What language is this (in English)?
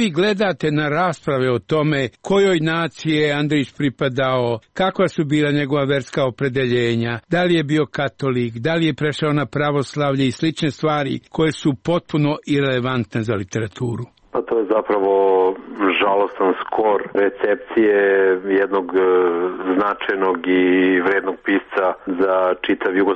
Serbian